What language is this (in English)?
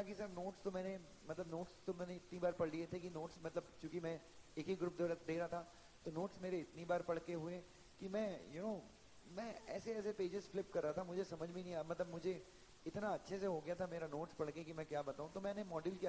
Hindi